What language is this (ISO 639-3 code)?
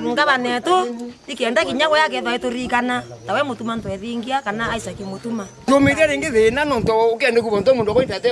mer